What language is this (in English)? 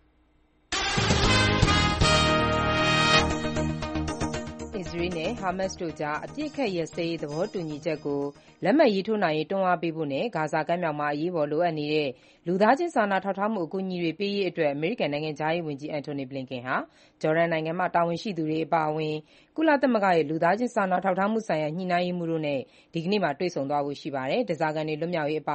Burmese